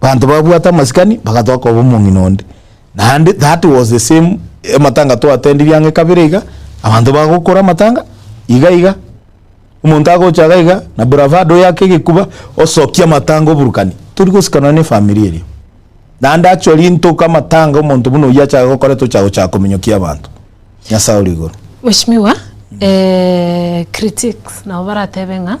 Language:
Gusii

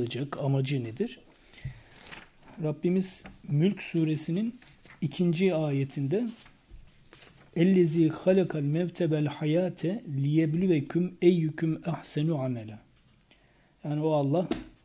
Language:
Turkish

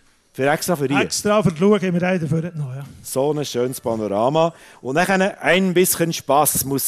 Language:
German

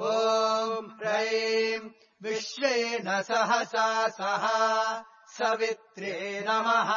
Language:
Sanskrit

